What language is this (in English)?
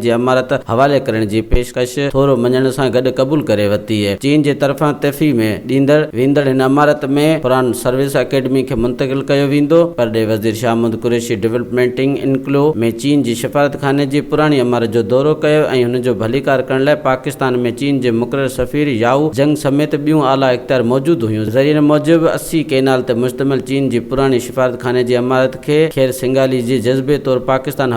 Sindhi